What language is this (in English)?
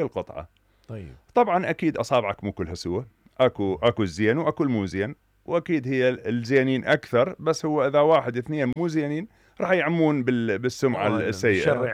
Mesopotamian Arabic